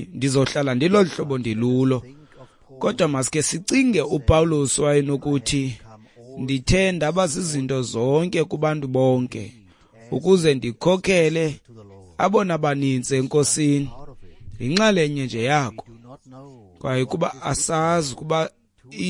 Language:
Xhosa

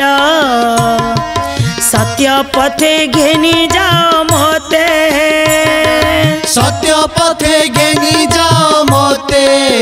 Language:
Odia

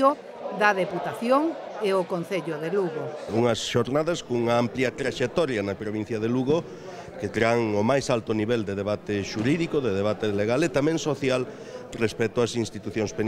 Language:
Galician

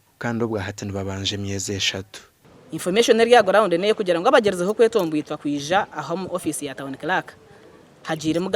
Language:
Nyankole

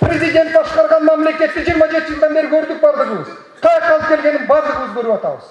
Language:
Kyrgyz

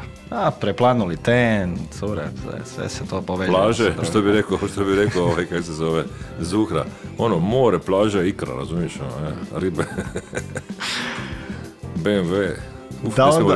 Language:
Croatian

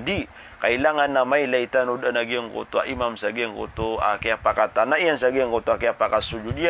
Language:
Maranao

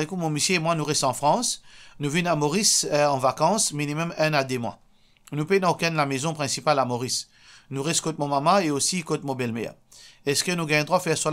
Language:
Morisyen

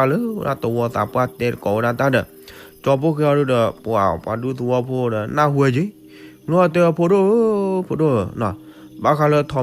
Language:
S'gaw Karen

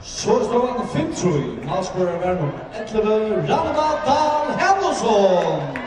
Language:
Faroese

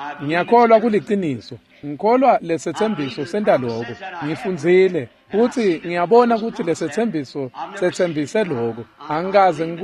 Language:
Swati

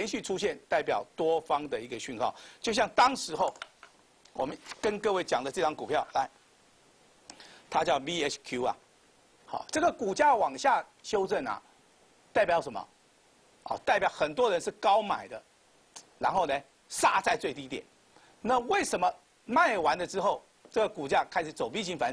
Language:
Chinese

